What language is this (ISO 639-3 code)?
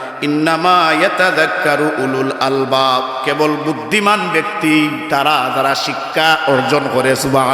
syl